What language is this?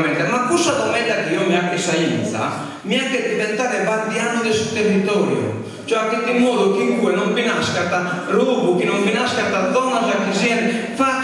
Sardinian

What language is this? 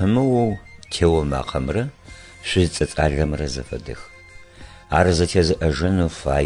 Adyghe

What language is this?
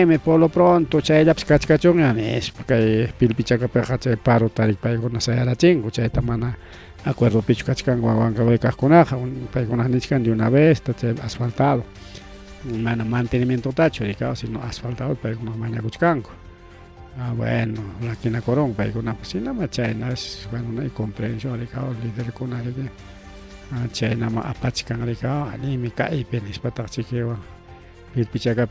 Ayacucho Quechua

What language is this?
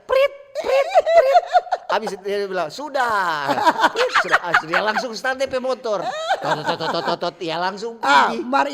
Manado Malay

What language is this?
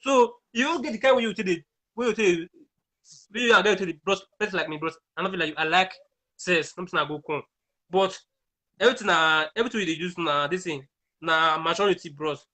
Nigerian Pidgin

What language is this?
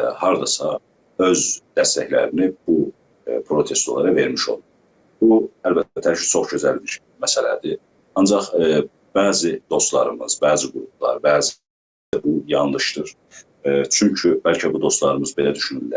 South Azerbaijani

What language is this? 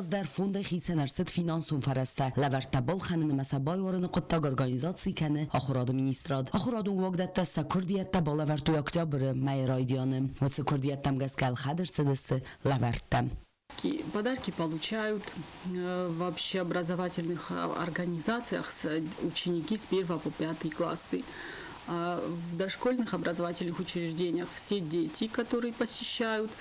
Ossetic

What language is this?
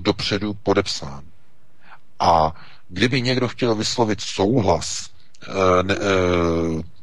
Czech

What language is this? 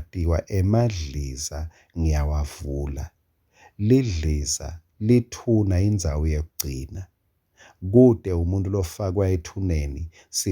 Swati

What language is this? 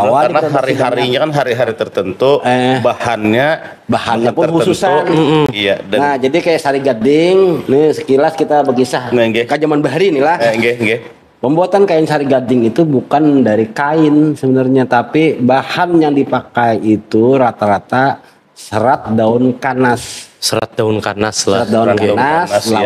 Banjar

